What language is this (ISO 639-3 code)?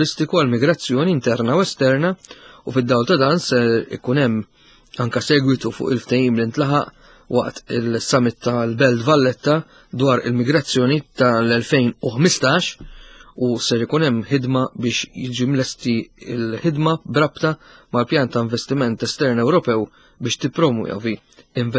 mlt